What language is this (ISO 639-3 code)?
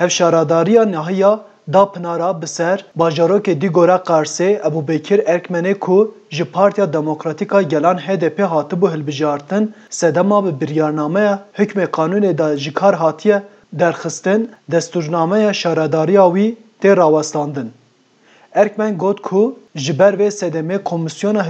kur